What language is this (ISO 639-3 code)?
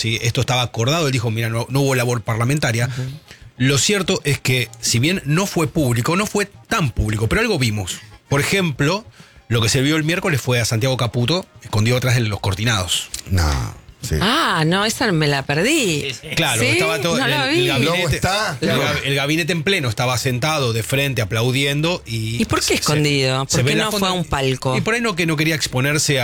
spa